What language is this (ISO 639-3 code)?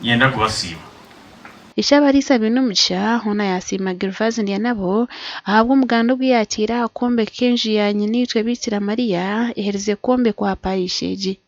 nyn